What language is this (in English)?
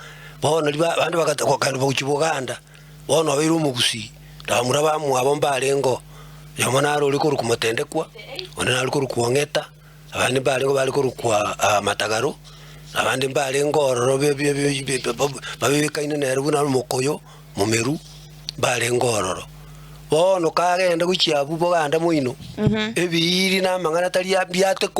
Gusii